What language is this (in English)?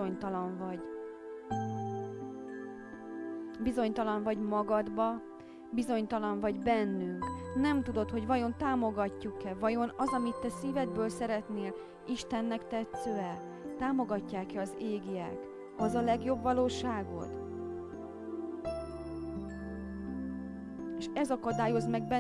Hungarian